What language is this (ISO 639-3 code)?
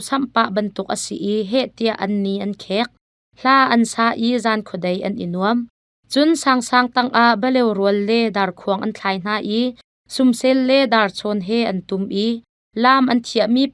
cnh